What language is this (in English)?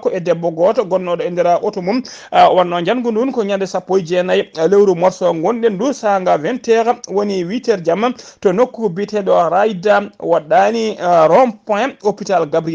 Fula